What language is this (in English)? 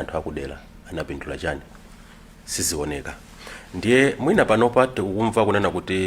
Nyanja